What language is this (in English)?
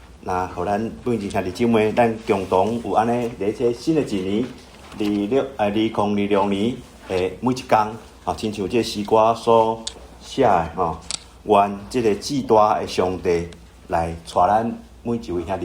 Min Nan Chinese